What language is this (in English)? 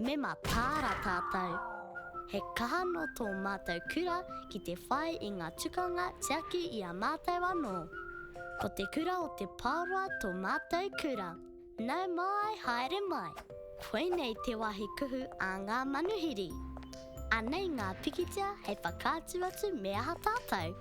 Māori